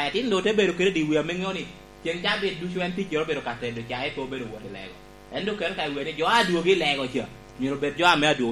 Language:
Lango (Uganda)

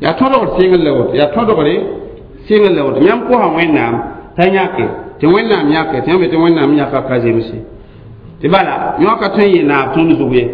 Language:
Mossi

